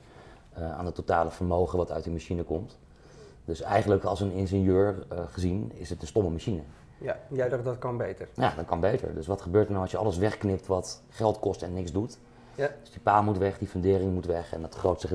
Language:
Dutch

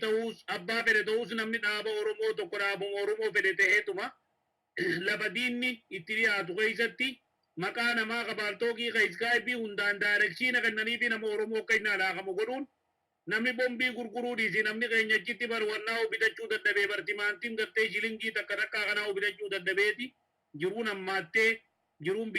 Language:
Oromo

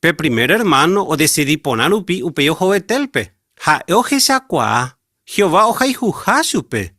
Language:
Guarani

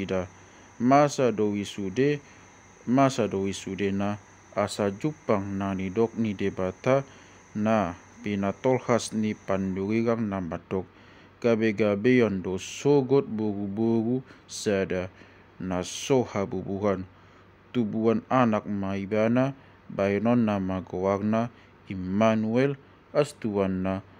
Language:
Batak Toba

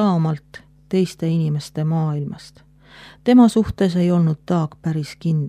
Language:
Estonian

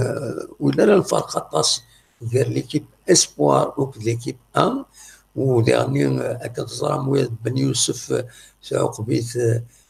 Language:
Kabyle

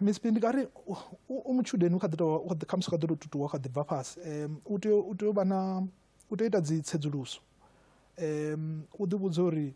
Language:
Venda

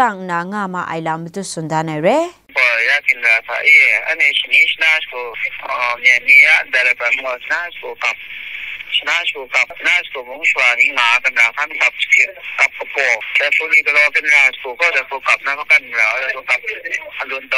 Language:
Kachin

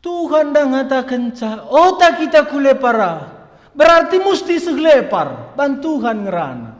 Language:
Batak Karo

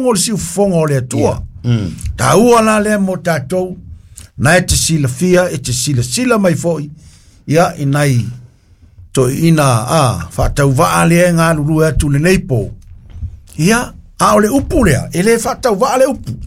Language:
Samoan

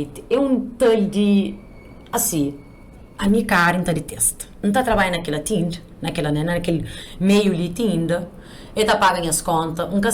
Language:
Kabuverdianu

